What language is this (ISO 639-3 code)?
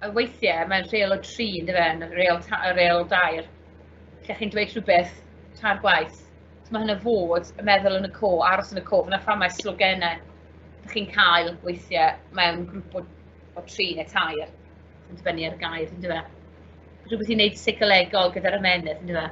cym